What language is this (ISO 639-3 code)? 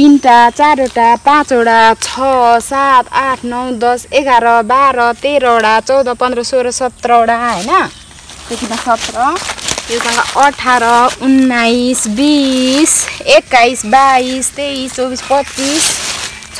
nep